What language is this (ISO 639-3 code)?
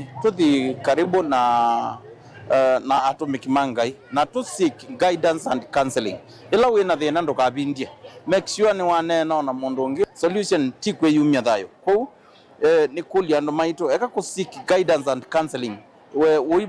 kam